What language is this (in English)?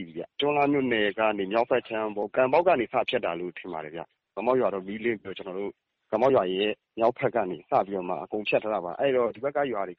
Burmese